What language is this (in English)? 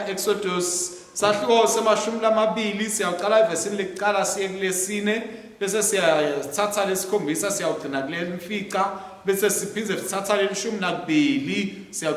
Swati